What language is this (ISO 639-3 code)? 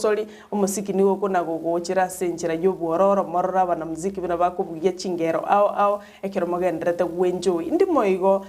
guz